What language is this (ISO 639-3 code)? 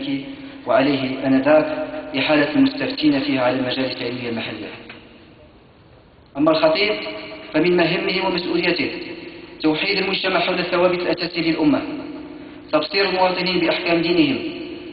ara